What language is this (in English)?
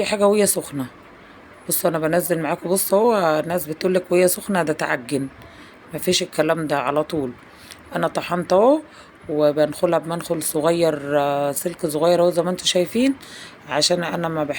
Egyptian Arabic